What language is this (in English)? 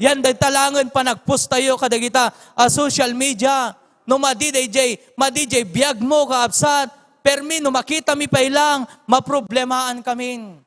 Iloko